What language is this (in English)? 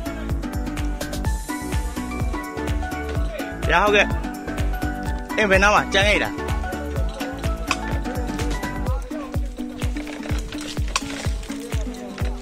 Burmese